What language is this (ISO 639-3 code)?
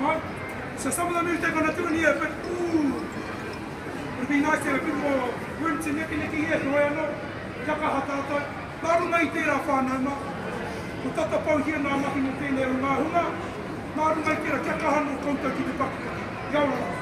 mri